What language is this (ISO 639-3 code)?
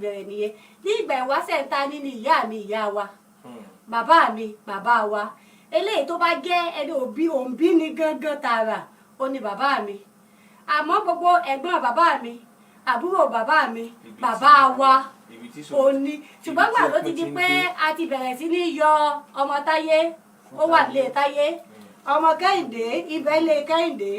yor